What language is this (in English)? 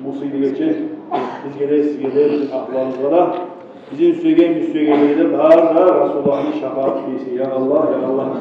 Kumyk